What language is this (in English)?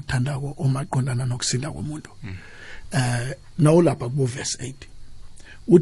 South Ndebele